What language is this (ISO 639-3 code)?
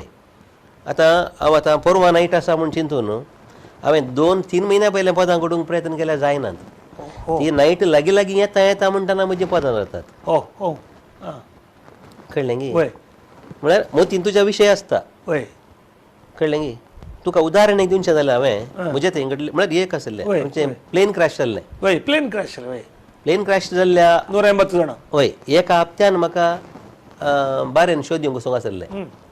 kok